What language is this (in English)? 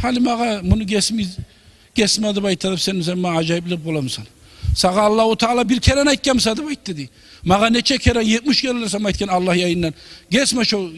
Kumyk